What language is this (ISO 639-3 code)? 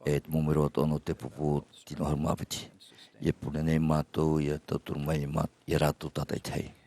tah